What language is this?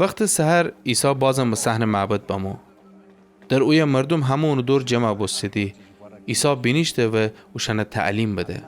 Gilaki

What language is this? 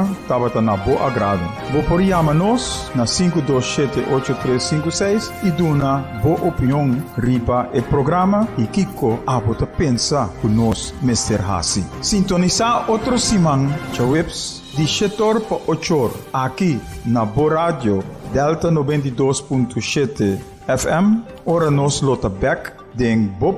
Papiamento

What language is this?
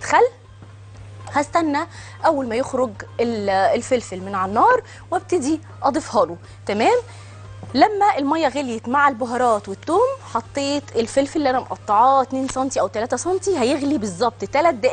Egyptian Arabic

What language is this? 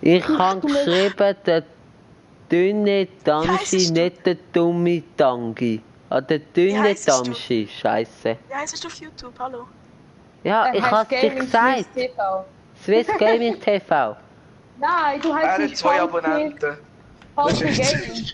Swiss German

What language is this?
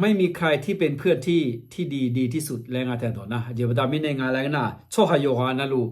Akha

